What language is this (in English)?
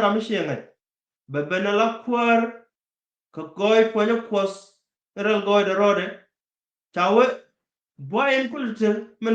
Nuer